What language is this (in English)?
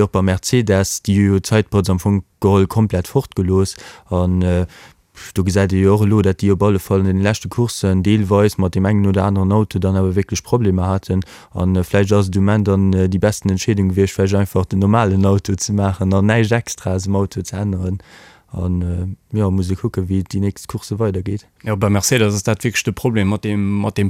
Luxembourgish